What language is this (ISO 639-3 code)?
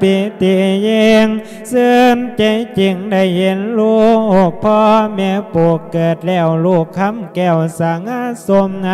lao